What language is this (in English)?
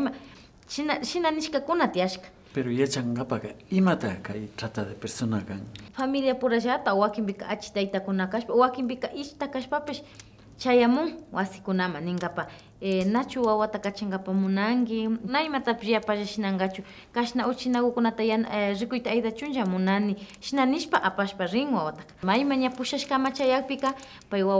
Imbabura Highland Quichua